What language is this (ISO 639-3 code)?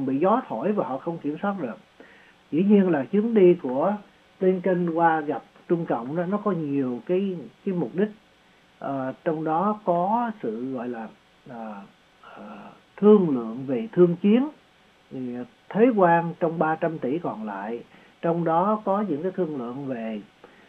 vie